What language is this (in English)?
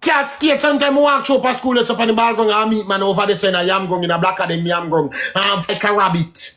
Jamaican Creole English